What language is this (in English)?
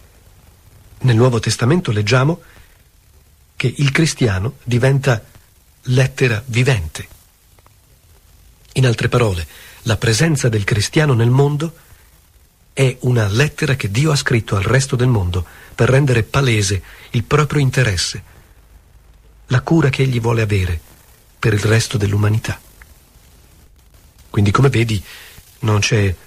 Italian